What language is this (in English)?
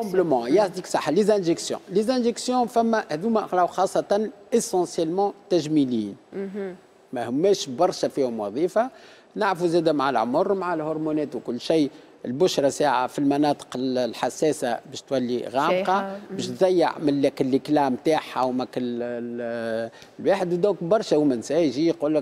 Tunisian Arabic